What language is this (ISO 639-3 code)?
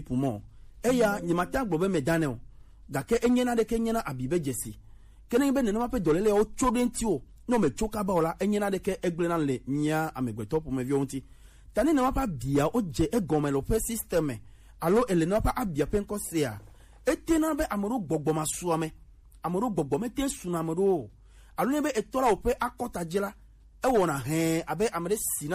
gej